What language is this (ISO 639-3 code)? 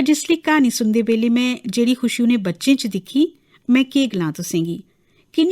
doi